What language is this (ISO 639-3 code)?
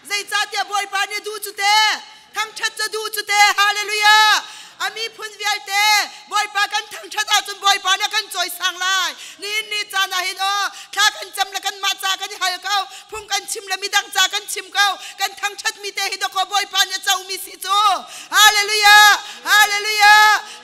cnh